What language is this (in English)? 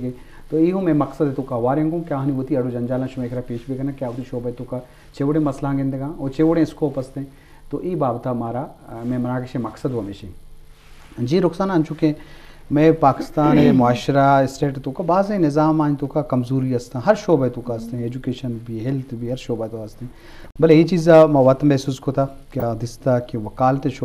Eastern Balochi